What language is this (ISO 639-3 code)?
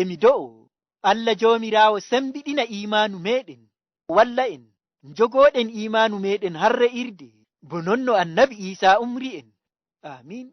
ful